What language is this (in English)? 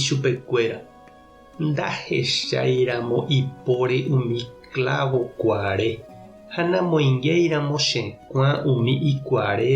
Guarani